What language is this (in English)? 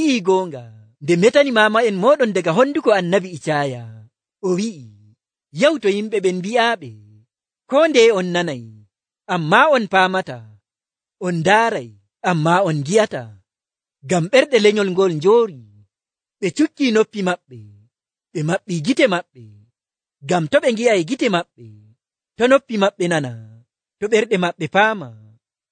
Nigerian Fulfulde